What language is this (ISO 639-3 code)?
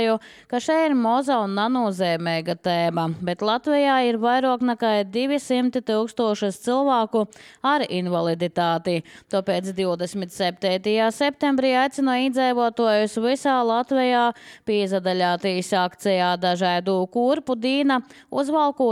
lav